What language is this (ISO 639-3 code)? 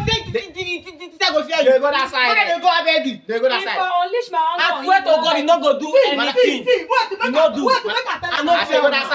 pcm